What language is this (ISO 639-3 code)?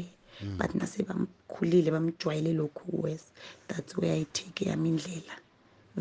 nbl